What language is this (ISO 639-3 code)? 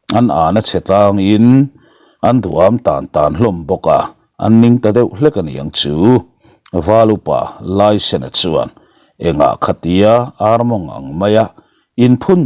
lus